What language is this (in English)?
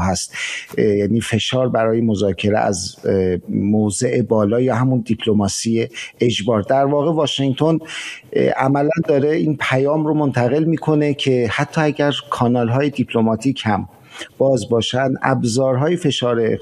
Persian